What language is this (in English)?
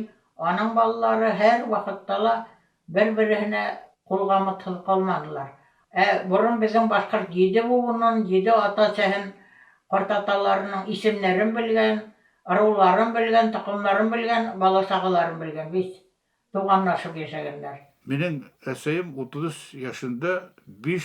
Bashkir